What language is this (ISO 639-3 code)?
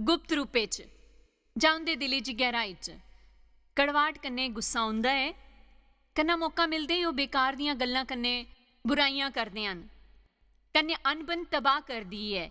doi